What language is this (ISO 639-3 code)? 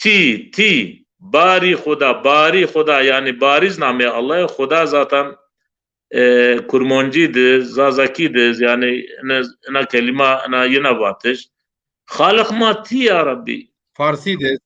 zza